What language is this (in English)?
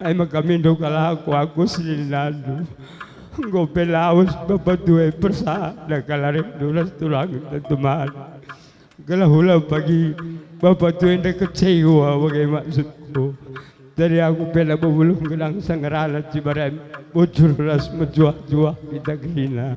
Batak Karo